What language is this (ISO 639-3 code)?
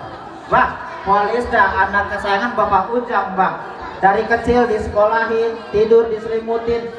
bew